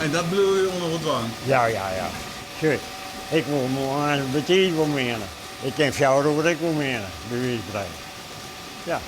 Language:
Western Frisian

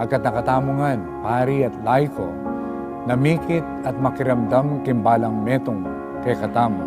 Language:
Pampanga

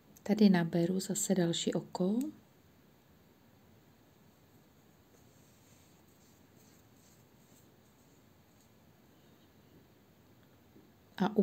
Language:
Czech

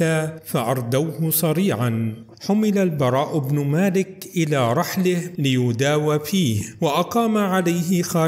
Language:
Arabic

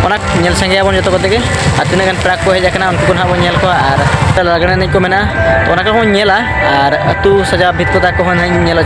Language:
Santali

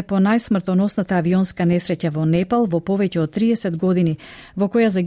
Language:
Macedonian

